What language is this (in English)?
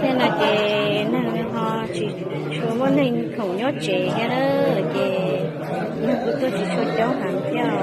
Hmong